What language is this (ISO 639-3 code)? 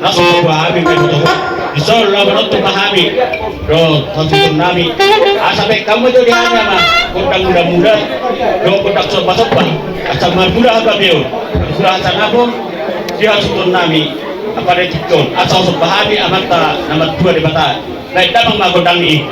bbc